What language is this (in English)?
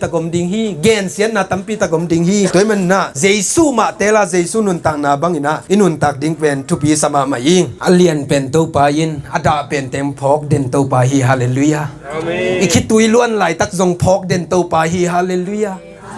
Tedim Chin